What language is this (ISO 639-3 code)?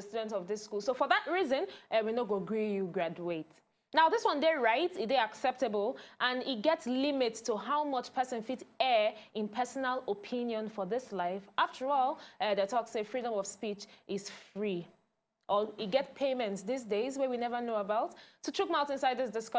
pcm